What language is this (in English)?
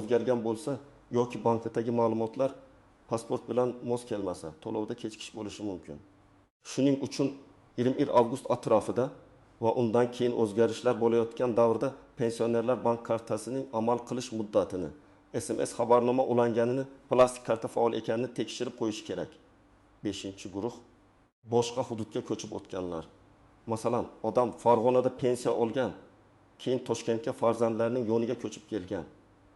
Uzbek